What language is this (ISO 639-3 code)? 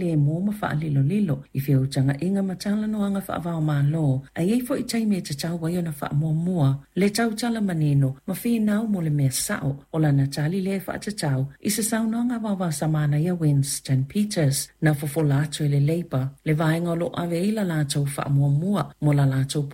smo